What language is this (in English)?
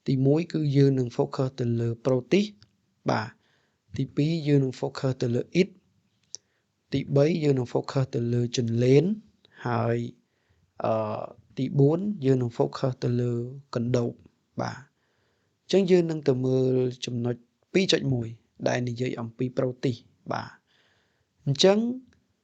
Khmer